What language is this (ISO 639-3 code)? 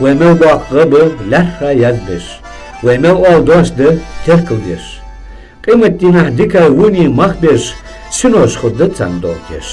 inh